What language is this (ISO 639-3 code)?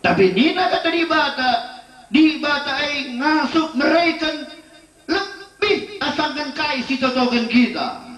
btx